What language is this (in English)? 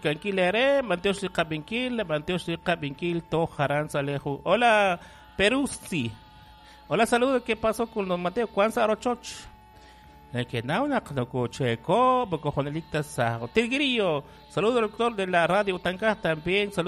Kekchí